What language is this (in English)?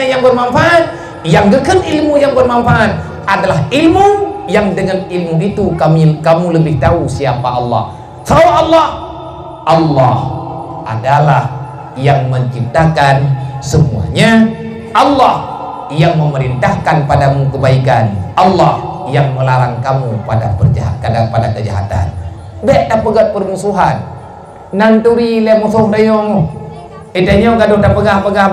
Achinese